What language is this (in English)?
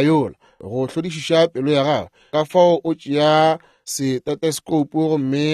Northern Sotho